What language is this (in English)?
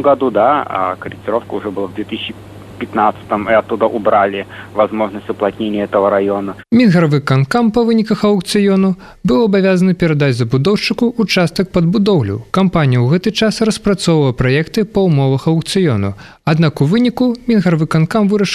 Belarusian